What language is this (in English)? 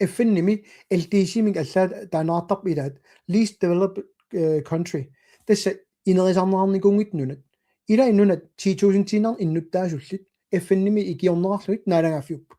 Kalaallisut